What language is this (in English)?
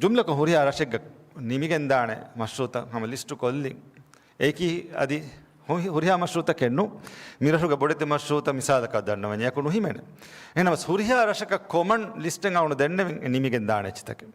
Divehi